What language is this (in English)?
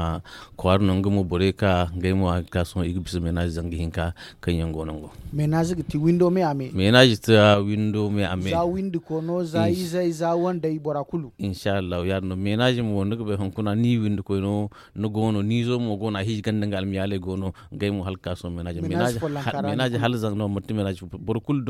Zarma